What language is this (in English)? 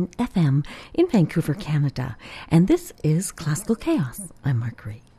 English